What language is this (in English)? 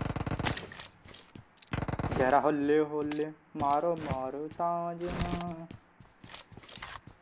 Hindi